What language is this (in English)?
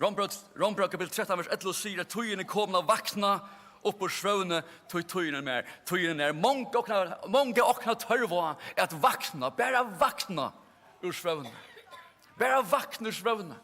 Faroese